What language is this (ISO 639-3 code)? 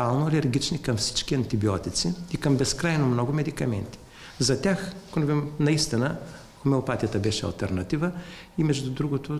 bul